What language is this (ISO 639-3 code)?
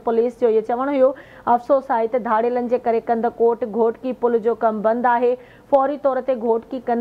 snd